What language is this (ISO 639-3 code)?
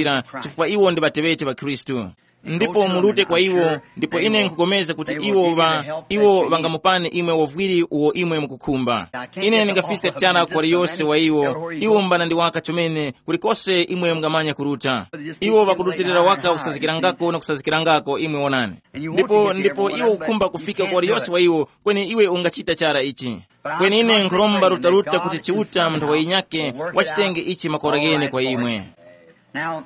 tum